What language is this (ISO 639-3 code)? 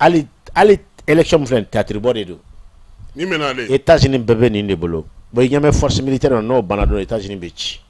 bam